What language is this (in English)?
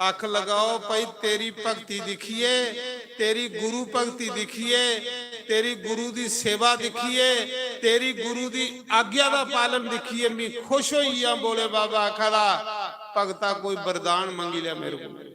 Dogri